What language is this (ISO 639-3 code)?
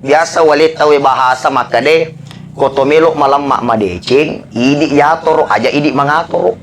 bug